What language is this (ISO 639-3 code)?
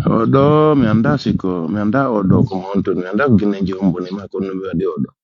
fuf